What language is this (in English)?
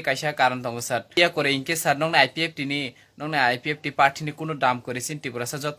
Kok Borok